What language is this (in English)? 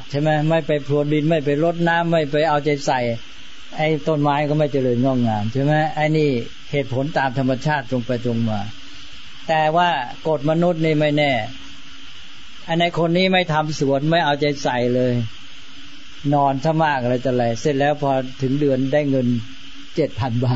Thai